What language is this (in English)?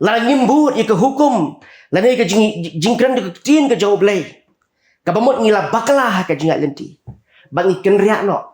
Khasi